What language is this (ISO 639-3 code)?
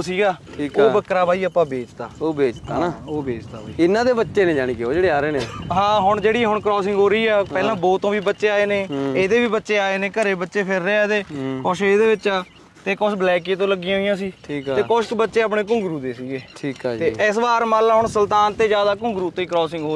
pan